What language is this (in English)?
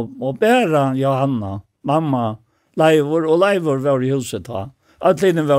Faroese